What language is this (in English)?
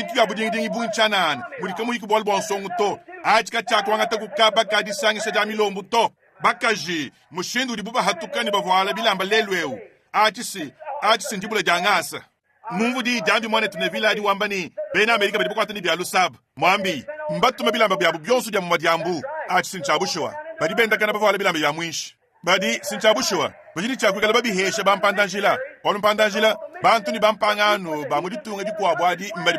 Luba-Lulua